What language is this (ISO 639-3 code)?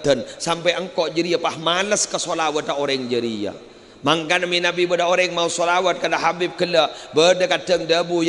mad